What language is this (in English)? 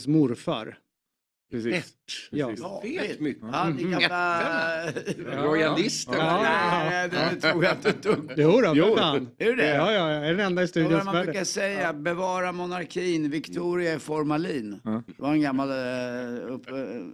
Swedish